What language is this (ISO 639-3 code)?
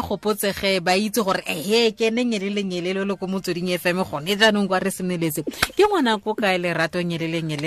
tsn